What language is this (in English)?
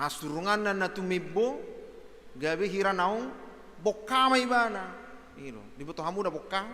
Batak Toba